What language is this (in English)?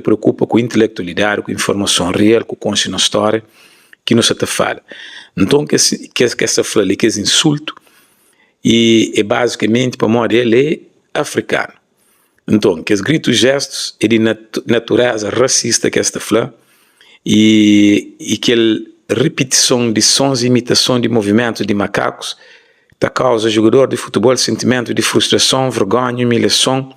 Kabuverdianu